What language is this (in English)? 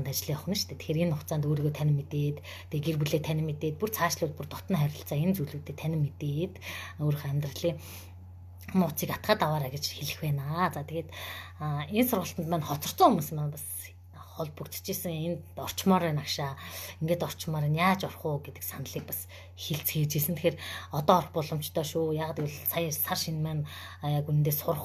Mongolian